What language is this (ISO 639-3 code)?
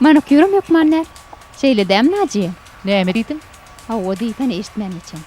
tuk